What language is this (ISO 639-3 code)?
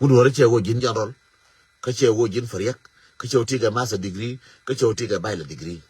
nus